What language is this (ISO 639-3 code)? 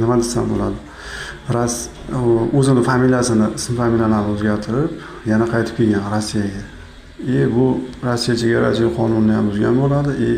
uzb